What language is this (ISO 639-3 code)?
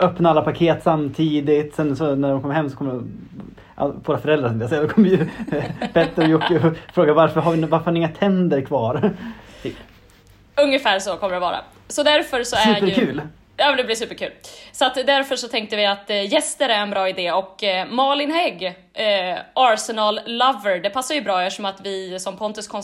swe